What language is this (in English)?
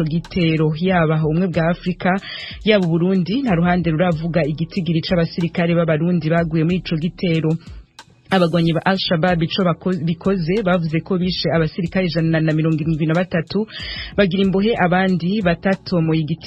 Rundi